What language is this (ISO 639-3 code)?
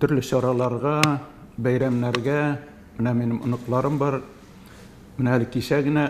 tat